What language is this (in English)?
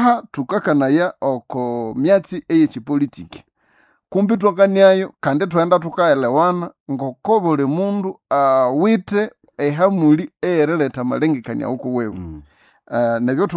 Nande